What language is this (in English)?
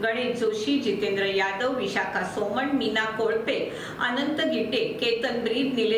Marathi